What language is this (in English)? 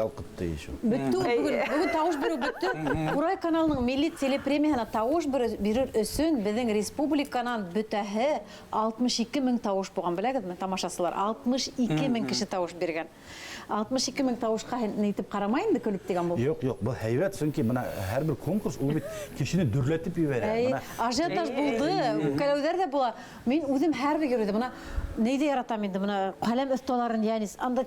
Bashkir